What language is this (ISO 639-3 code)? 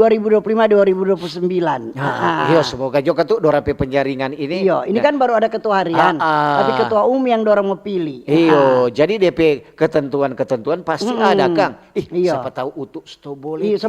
xmm